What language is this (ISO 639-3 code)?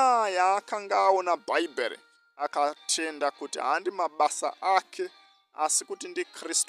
sna